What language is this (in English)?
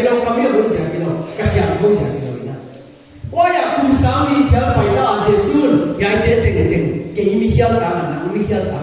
Paite Chin